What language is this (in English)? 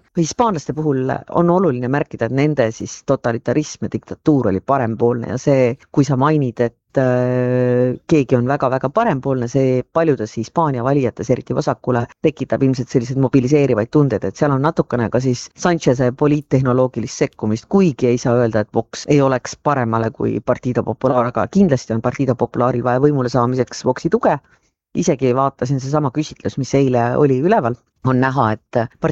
Estonian